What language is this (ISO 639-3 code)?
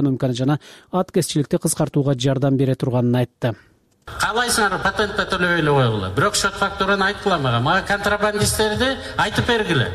kir